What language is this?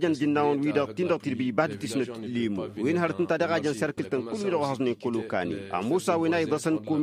Tamasheq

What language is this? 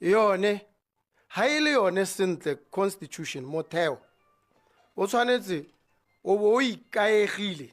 Tswana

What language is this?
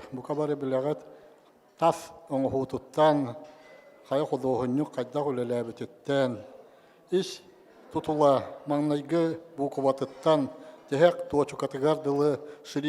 Yakut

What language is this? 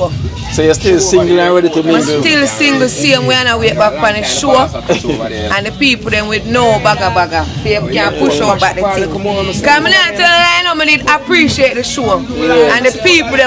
Jamaican Creole English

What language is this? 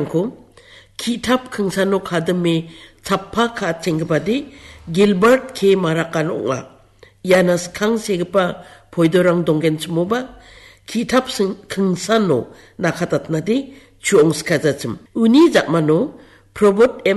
Garo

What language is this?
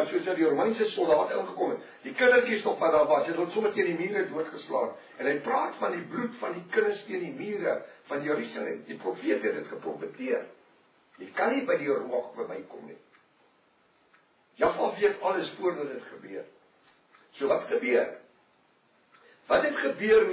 Afrikaans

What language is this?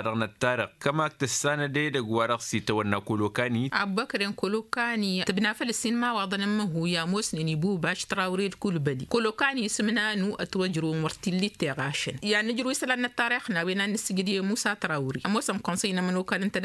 Tamasheq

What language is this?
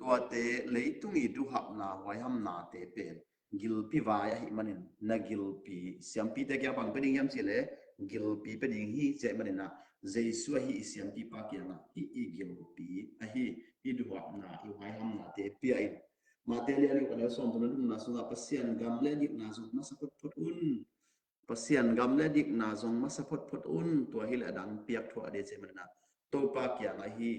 Tedim Chin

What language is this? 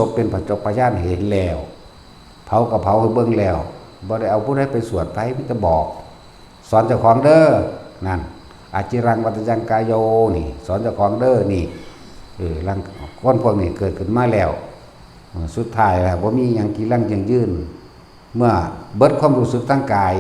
Northeastern Thai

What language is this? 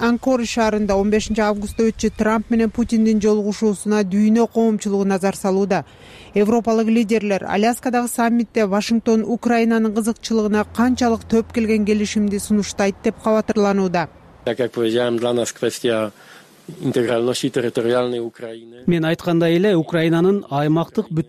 Kyrgyz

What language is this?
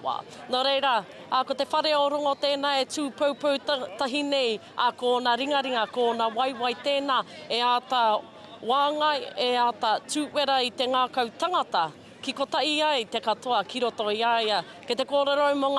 Māori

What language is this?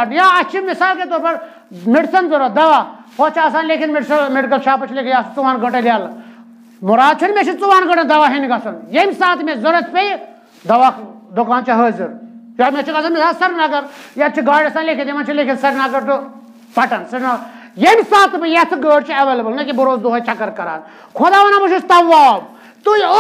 Kashmiri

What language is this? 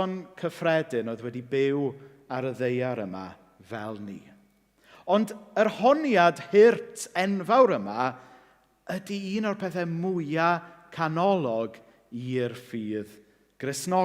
Welsh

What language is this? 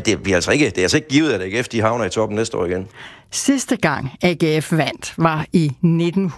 Danish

